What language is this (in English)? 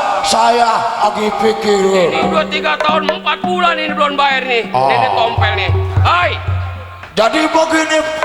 Betawi